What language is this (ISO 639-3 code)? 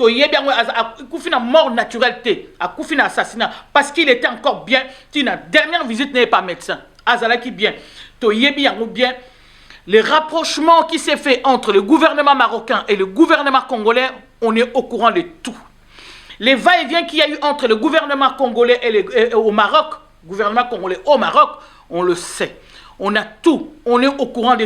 lin